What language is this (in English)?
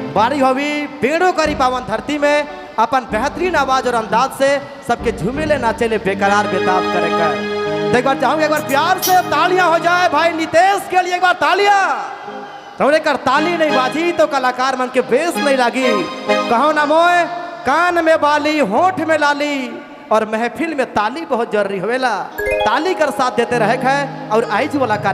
Sadri